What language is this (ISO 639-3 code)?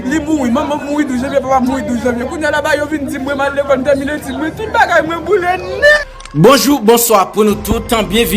hat